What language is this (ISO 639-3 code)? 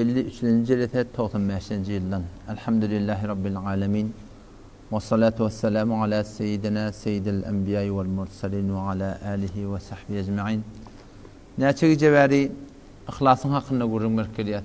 tuk